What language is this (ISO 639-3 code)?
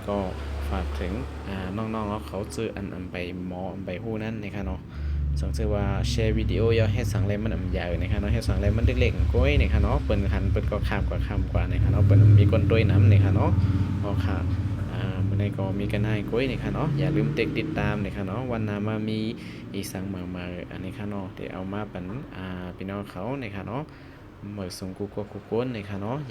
shn